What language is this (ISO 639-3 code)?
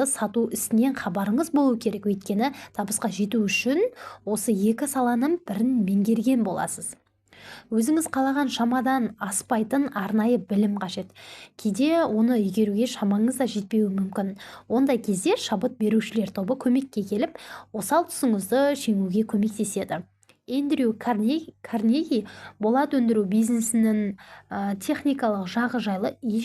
kaz